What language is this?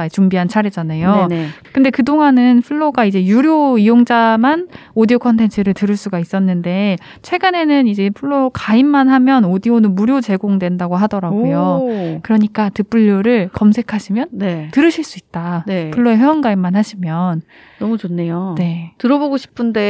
Korean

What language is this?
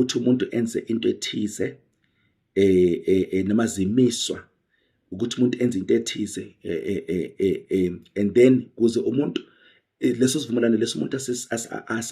Zulu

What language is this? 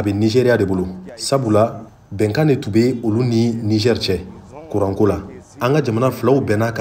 Bambara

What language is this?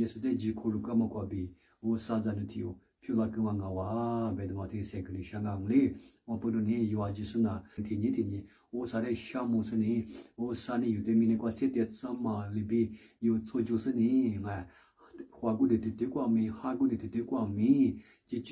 Lisu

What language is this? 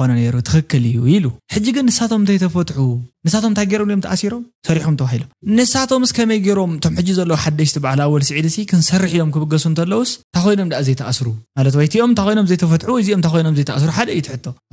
Tigrinya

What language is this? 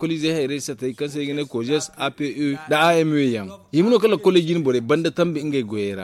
Zarma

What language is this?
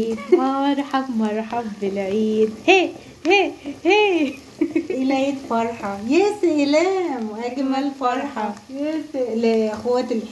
Egyptian Arabic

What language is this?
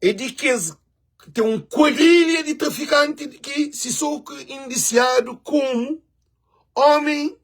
Kabuverdianu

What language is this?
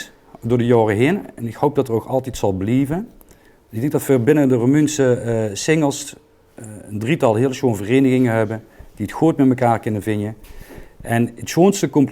Limburgish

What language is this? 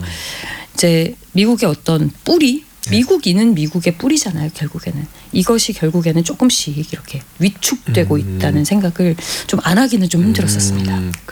Korean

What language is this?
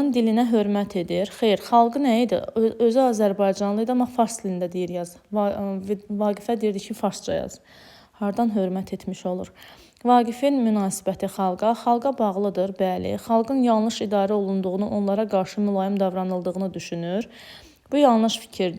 Azerbaijani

